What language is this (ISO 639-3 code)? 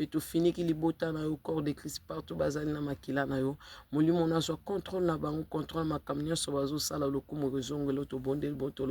lin